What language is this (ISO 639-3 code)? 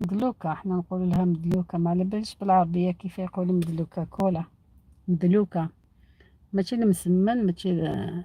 arq